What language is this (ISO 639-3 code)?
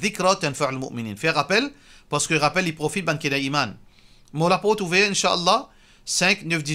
mfe